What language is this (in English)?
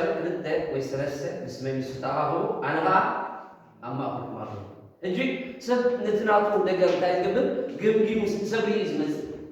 Tigrinya